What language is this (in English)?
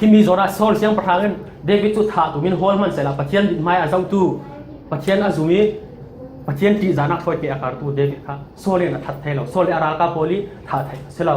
Falam Chin